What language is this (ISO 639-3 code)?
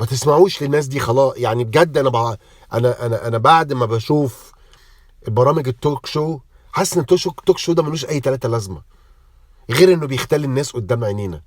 arz